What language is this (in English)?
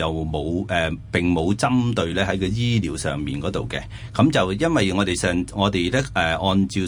Cantonese